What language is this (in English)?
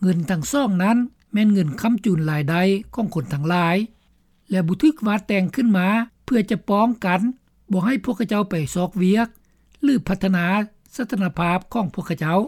Lao